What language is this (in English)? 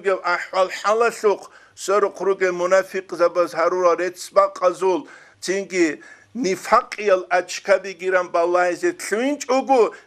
Avaric